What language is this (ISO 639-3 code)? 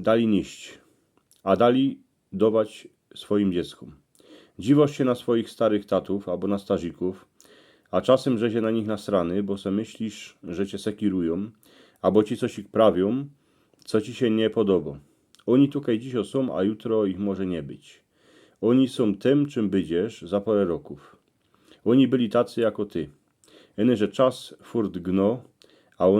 szl